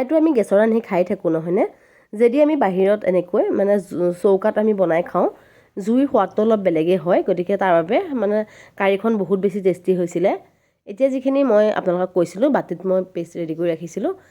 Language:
Assamese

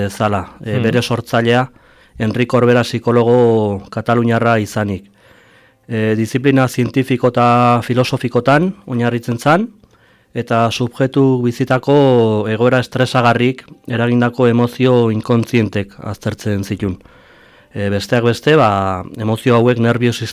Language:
Basque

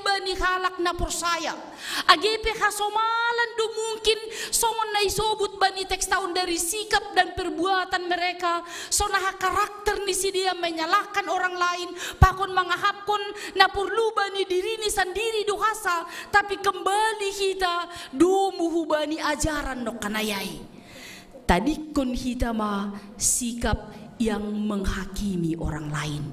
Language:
Batak Simalungun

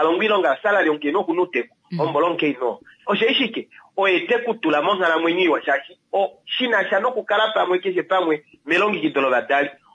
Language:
Kuanyama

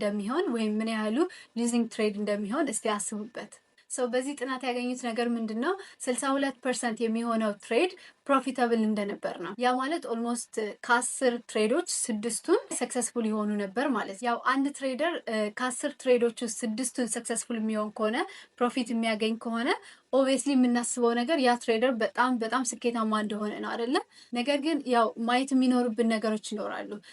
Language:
Amharic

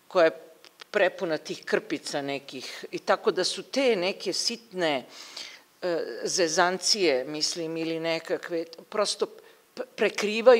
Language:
Serbian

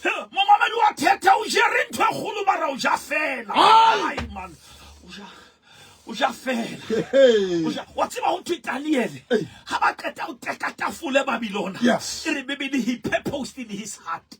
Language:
Southern Sotho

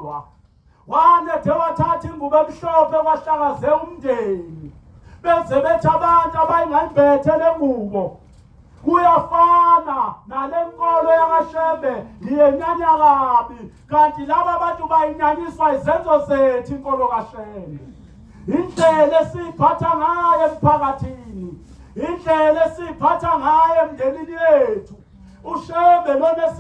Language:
Zulu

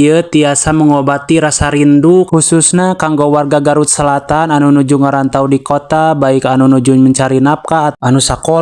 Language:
Sundanese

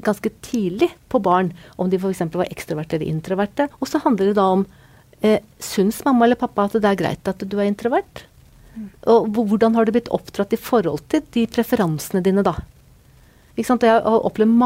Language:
Norwegian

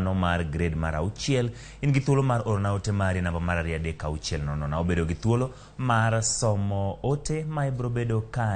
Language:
Luo (Kenya and Tanzania)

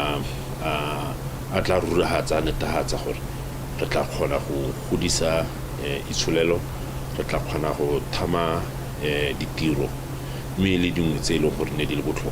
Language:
Tswana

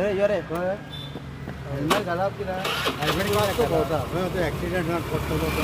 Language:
Konkani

